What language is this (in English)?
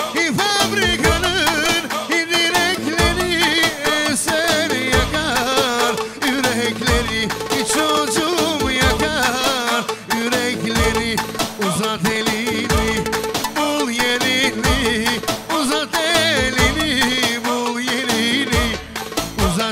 Turkish